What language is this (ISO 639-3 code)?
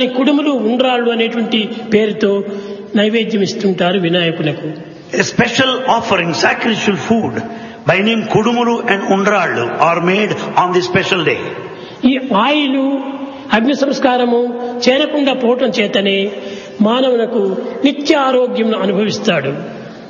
tel